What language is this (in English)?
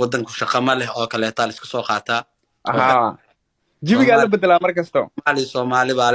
Somali